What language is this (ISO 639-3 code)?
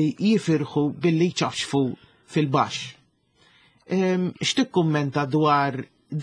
mlt